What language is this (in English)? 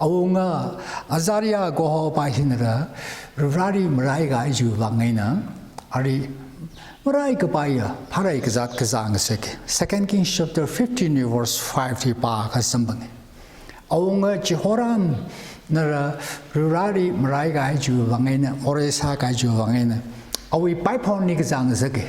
Tangkhul Naga (India)